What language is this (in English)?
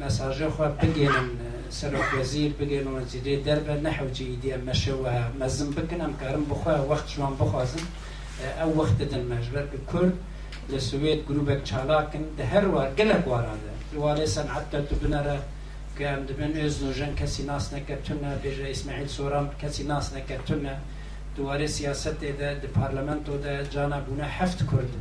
Kurdish